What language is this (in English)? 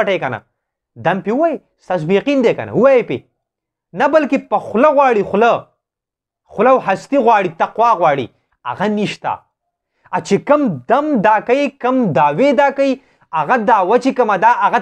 Pashto